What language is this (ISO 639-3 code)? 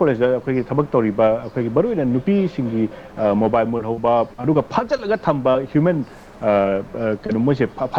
mni